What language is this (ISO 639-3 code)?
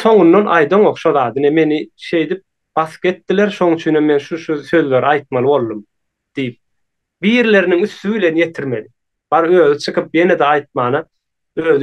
tuk